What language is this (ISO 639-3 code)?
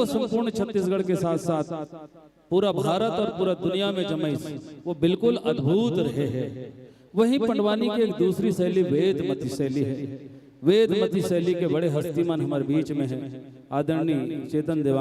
hne